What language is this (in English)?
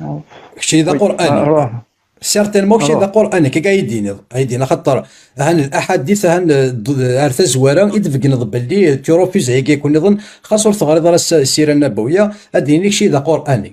Kabyle